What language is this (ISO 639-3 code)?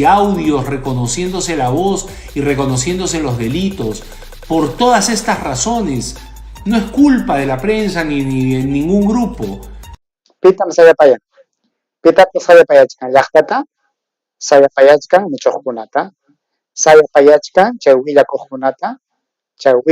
quy